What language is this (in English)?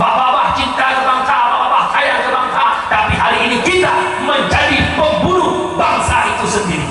Achinese